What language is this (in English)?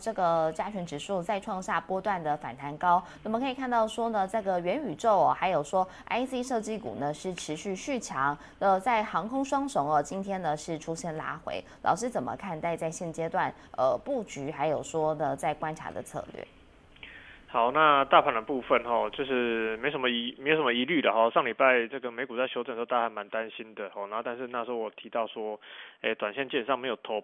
Chinese